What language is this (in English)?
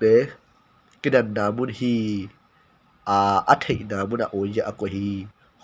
Tedim Chin